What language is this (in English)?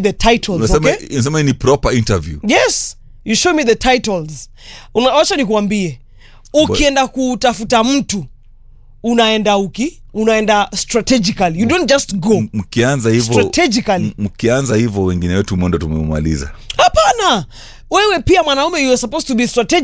Swahili